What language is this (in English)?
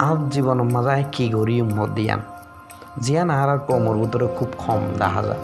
Rohingya